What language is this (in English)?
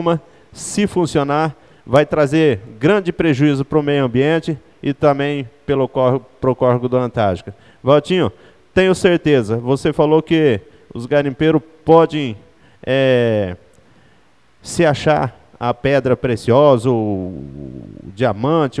Portuguese